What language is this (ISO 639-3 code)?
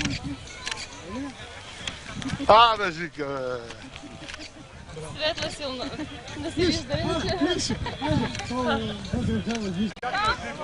bul